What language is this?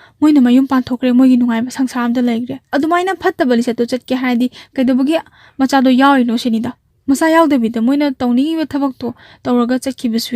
Manipuri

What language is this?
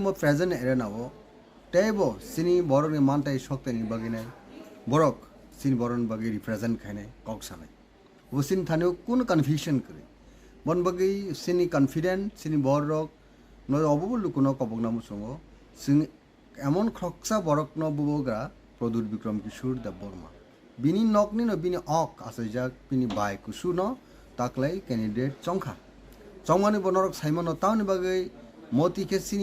Kok Borok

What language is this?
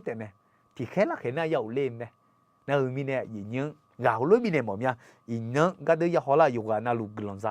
Akha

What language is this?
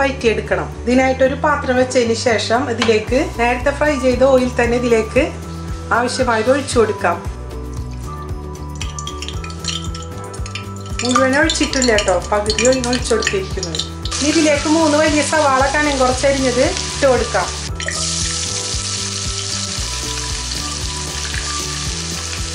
Malayalam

